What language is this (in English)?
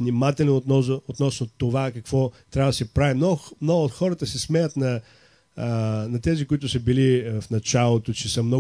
Bulgarian